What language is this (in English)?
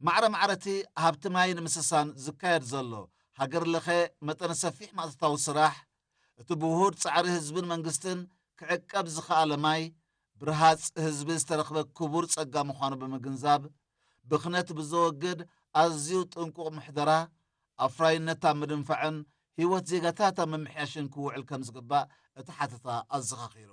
Tigrinya